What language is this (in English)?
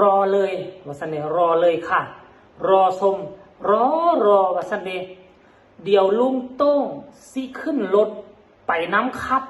Northeastern Thai